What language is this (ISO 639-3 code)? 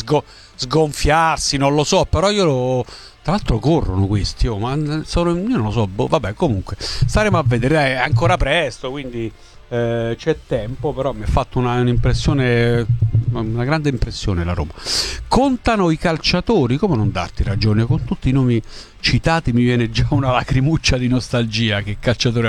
ita